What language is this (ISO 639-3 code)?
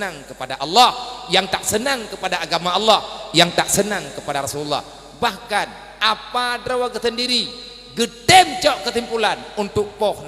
ace